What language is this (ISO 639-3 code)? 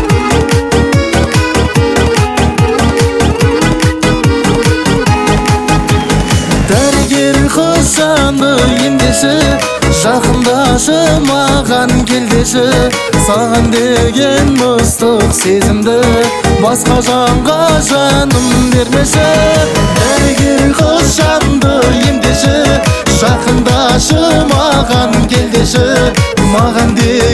kaz